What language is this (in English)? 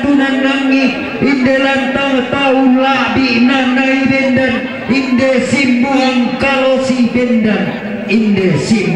Toraja-Sa'dan